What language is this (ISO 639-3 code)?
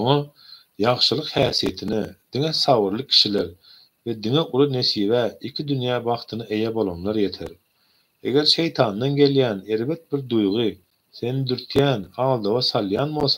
tuk